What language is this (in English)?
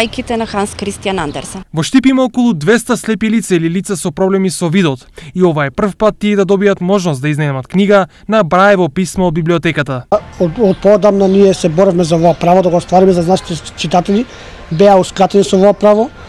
Macedonian